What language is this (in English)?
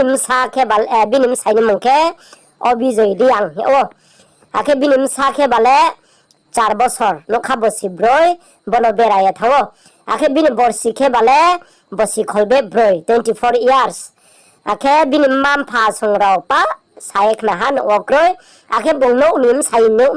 Riang (India)